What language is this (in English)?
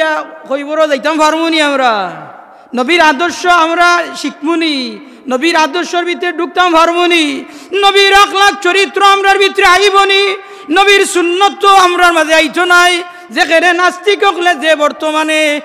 Sylheti